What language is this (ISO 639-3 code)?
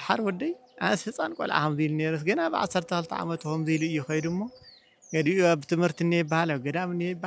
tir